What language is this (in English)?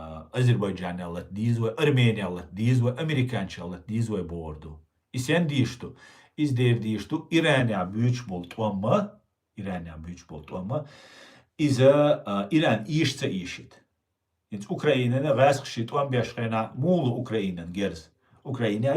Chechen